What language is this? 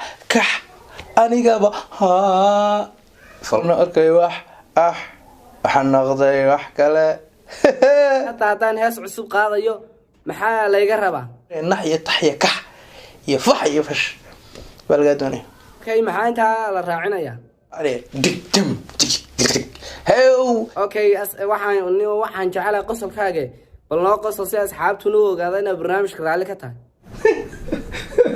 Somali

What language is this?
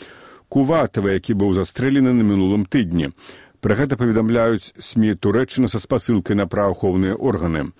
Belarusian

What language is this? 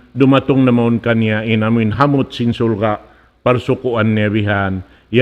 Tausug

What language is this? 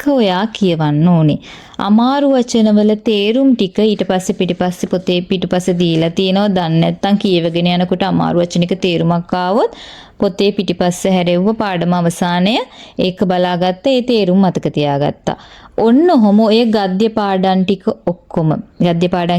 Sinhala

